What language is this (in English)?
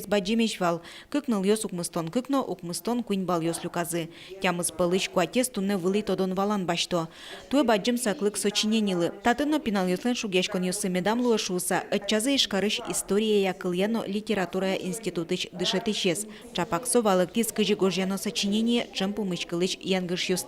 Udmurt